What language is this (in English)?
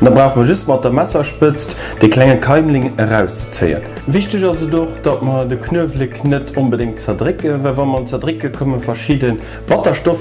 Luxembourgish